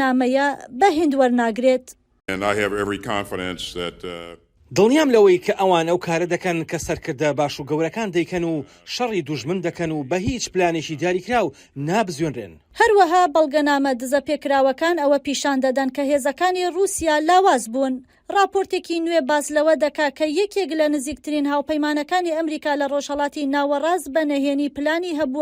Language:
Central Kurdish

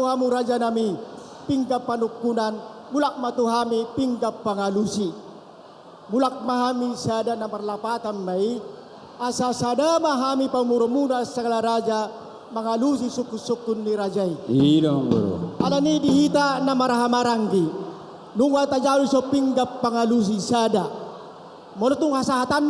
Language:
Batak Toba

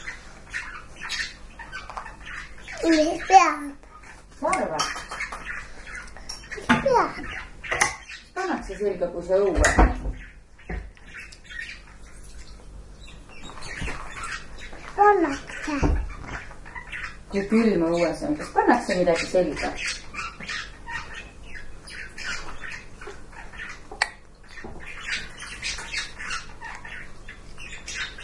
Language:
Estonian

